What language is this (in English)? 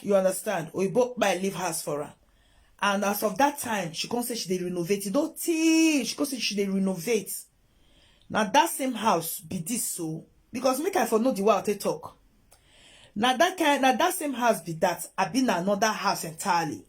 Nigerian Pidgin